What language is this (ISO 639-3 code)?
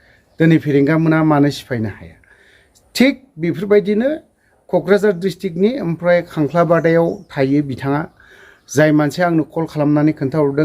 brx